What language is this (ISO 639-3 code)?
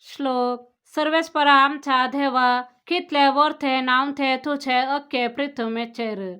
kok